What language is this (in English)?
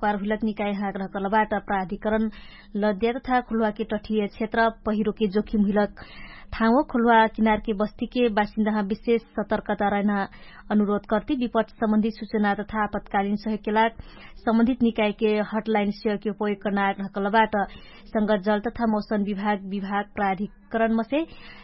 Dangaura Tharu